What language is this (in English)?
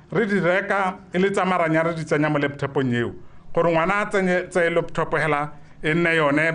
Tswana